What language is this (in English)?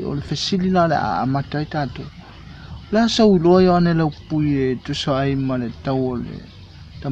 Samoan